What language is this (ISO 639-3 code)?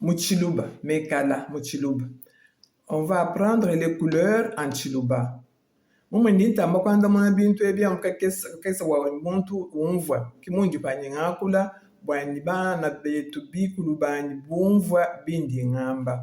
lua